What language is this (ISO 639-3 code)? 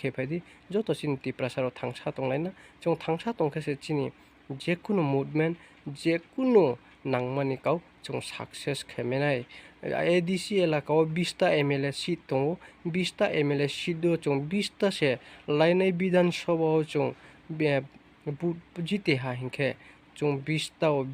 ria